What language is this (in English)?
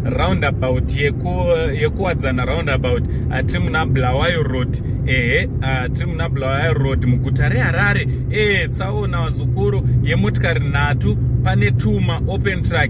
Shona